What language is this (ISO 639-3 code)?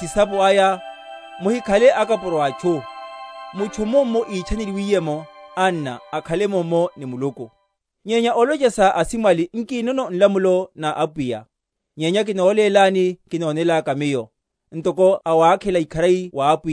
vmw